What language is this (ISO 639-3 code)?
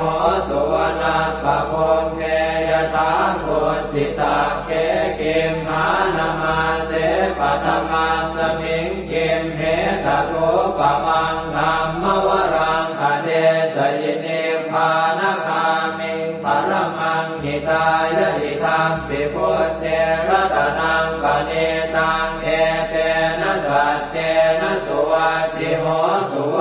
pli